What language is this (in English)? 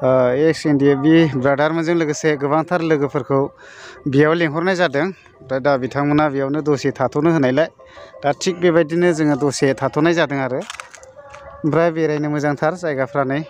Bodo